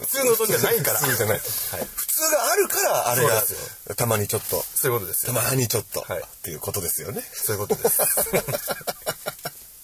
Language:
Japanese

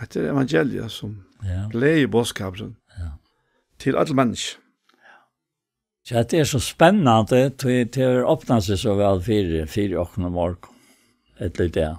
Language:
Faroese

